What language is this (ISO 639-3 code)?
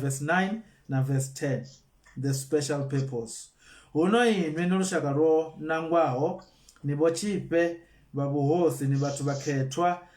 ven